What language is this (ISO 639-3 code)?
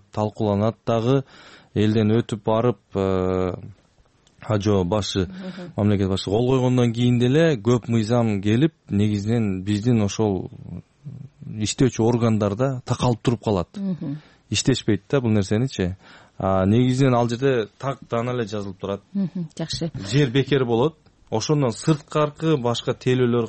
kir